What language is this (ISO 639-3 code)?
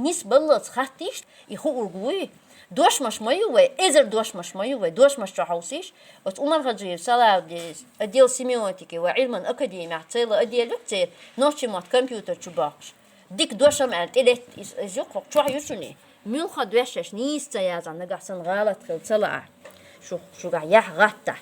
che